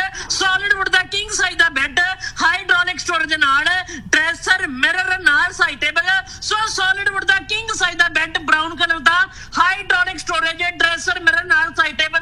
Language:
Punjabi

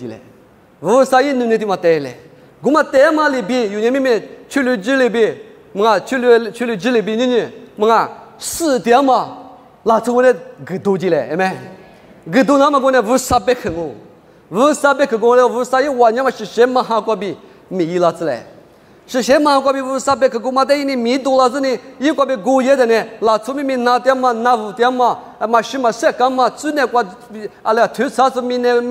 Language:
Lisu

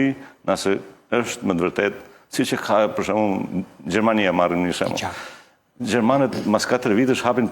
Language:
Albanian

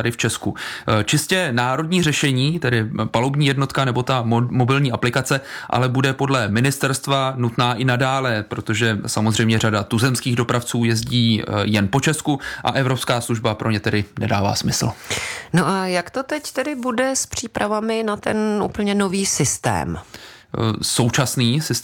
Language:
Czech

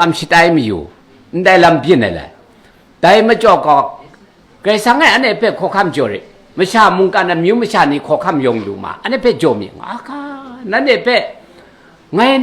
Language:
Kachin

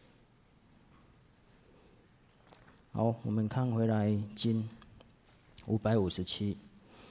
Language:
Chinese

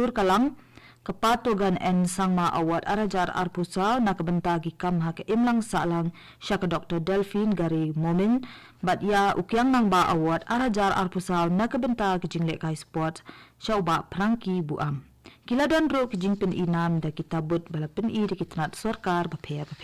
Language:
Khasi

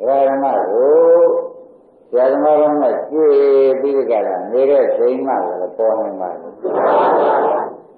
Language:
Burmese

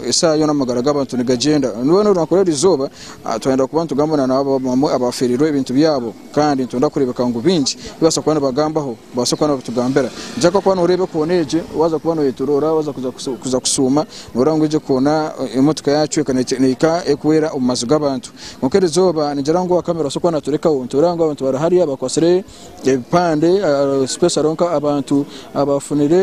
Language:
Nyankole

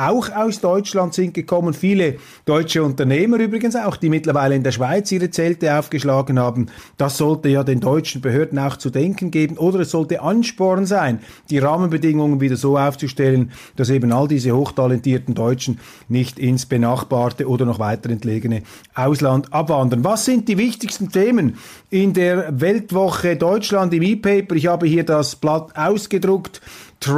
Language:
German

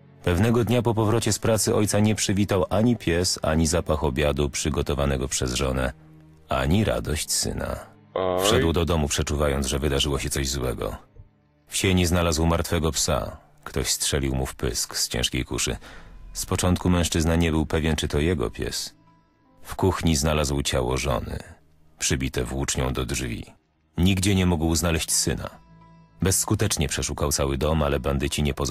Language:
Polish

